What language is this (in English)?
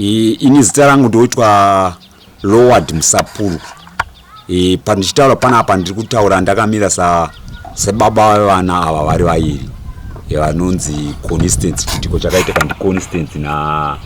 Shona